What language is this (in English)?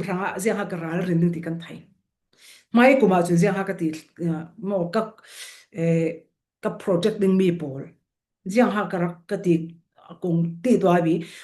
Falam Chin